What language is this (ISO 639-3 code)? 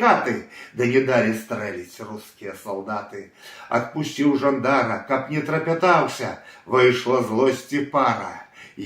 bel